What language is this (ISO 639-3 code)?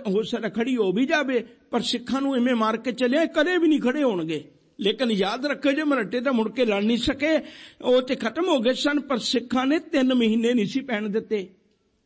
pan